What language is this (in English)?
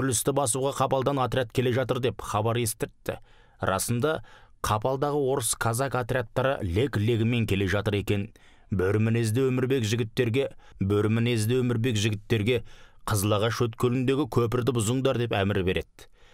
Kazakh